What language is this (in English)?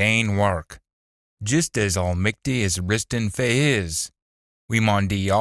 Scots